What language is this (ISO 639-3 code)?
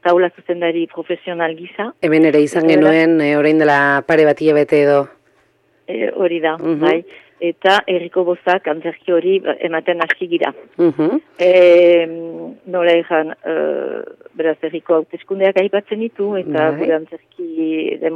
eus